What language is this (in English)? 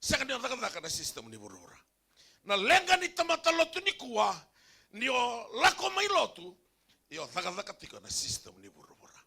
Fijian